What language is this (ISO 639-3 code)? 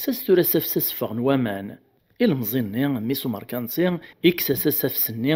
kab